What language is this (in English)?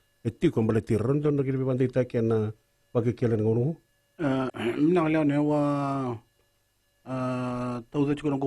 Fijian